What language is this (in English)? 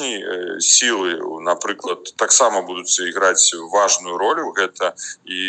Belarusian